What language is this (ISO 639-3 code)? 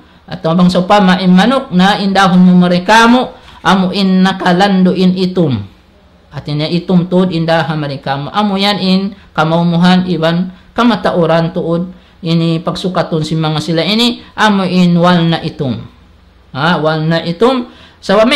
tsg